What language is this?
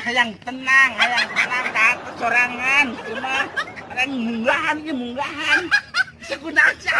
Sundanese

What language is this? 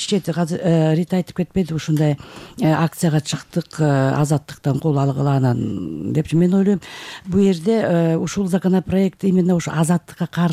Kyrgyz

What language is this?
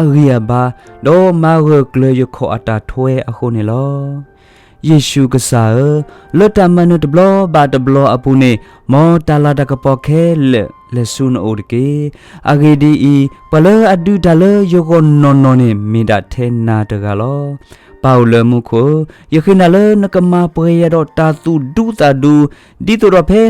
S'gaw Karen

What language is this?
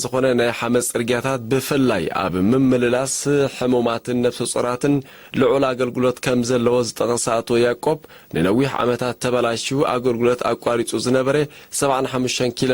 Tigrinya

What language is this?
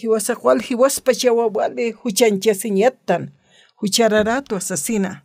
Aymara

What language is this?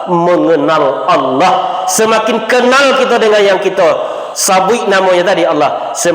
Minangkabau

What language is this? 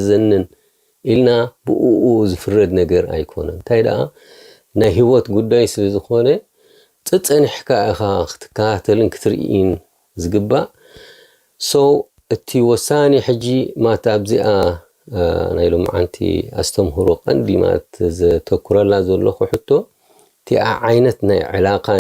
Tigrinya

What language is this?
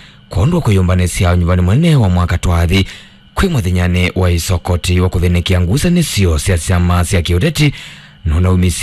Kamba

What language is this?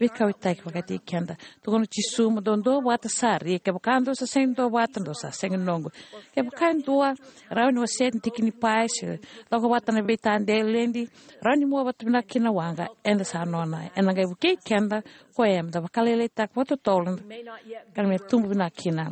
Fijian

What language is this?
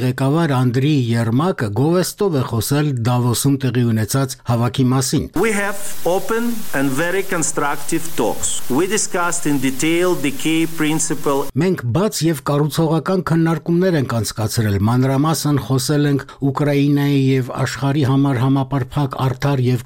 Armenian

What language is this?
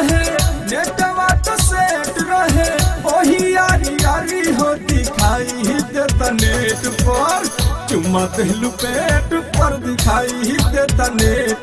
Bhojpuri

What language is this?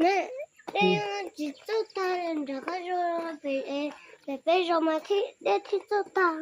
Hmong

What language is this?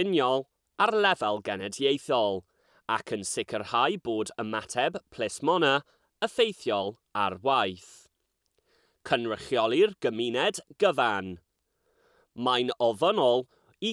Welsh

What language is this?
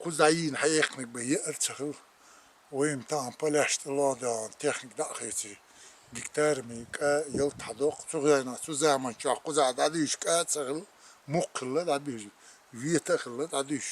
Chechen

